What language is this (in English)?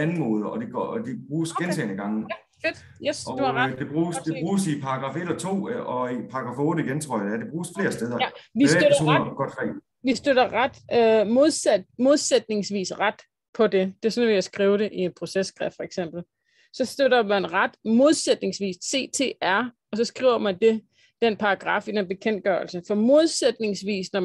Danish